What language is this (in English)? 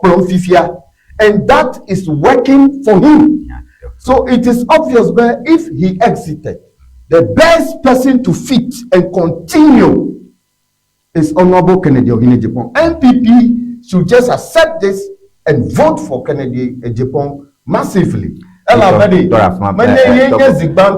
Ewe